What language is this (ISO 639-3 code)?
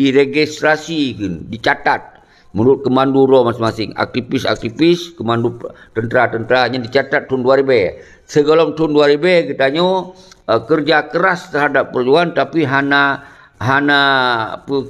ace